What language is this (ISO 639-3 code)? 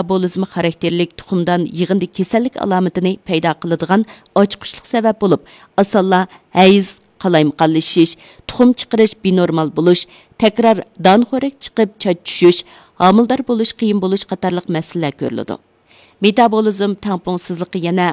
uig